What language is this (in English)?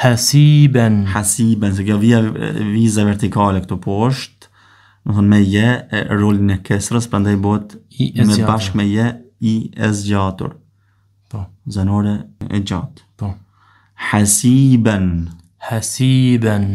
Albanian